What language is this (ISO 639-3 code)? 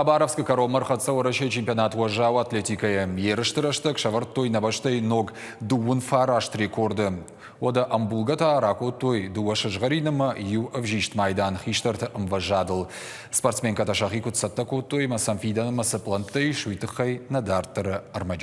oss